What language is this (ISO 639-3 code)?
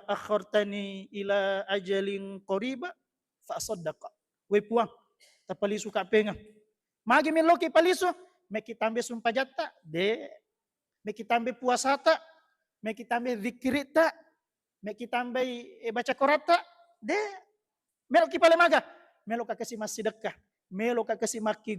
bug